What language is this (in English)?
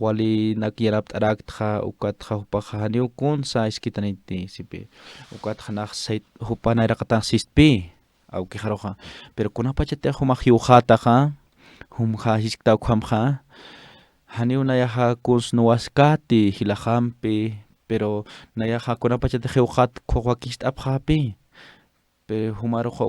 Aymara